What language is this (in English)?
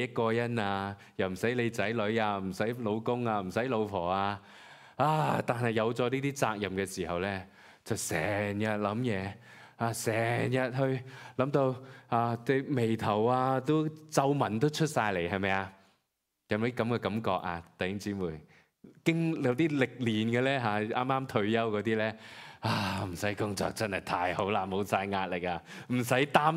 Cantonese